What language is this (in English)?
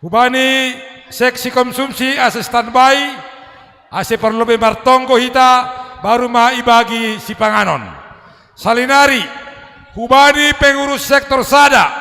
Batak Simalungun